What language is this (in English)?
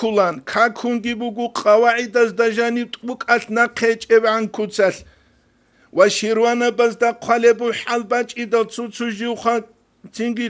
Avaric